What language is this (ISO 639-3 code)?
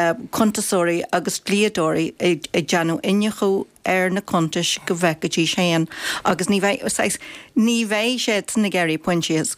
gle